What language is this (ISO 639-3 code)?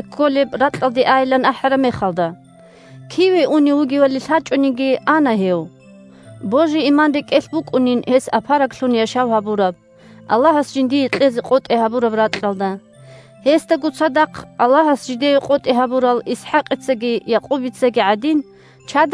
ava